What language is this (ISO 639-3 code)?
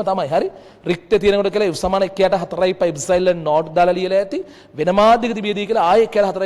sin